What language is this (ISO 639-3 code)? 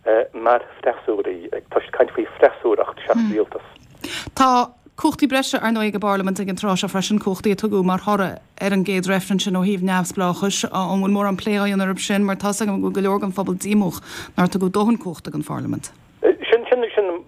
gle